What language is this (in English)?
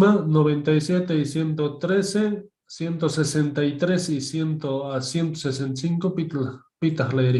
Quechua